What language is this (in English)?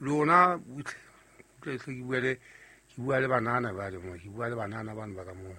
Southern Sotho